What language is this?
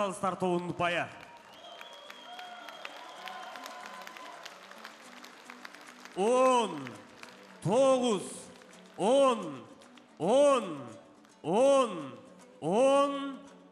Kazakh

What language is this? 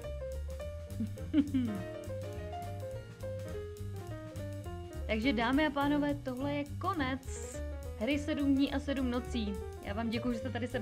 Czech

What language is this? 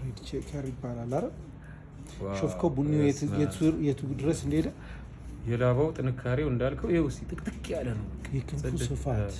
Amharic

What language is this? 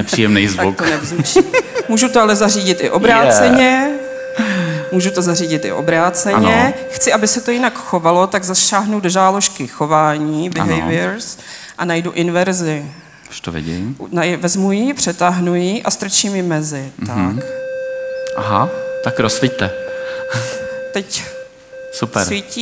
Czech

